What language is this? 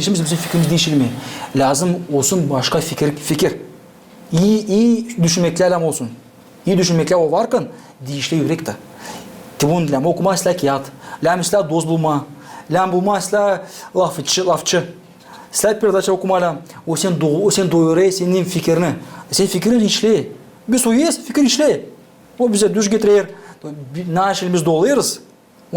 Gagauz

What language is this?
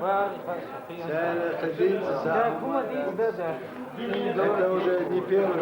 Chechen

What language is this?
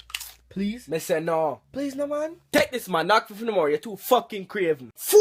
Jamaican Creole English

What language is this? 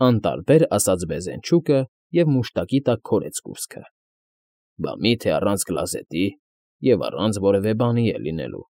Armenian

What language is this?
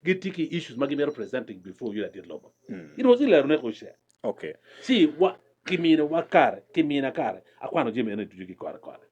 Acoli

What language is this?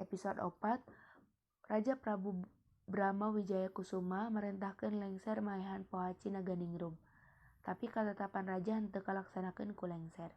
Sundanese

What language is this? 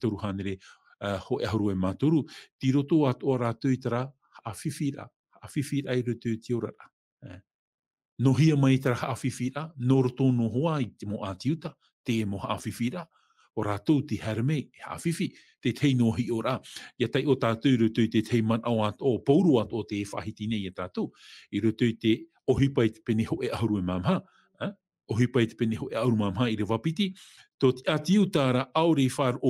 Tahitian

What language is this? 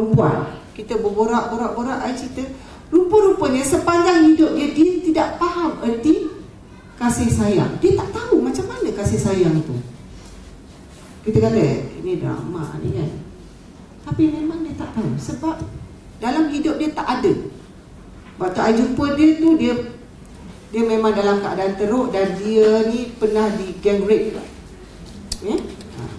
Malay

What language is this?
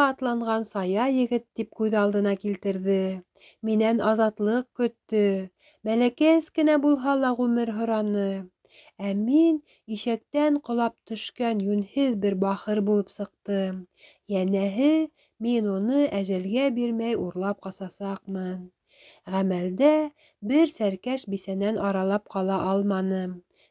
Bashkir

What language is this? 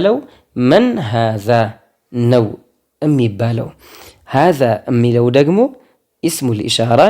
Amharic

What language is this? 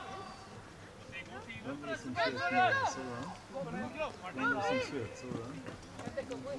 Norwegian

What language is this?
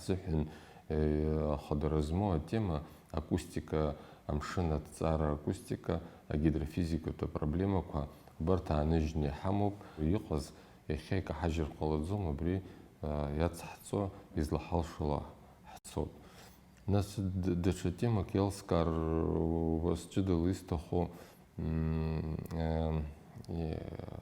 Abkhazian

